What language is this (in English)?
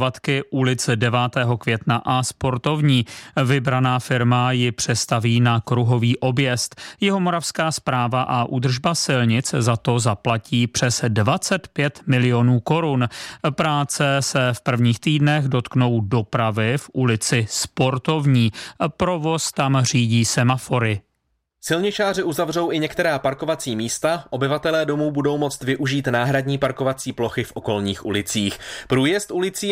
Czech